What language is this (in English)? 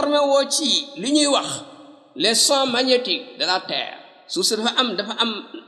Wolof